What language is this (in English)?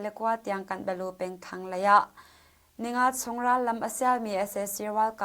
Hakha Chin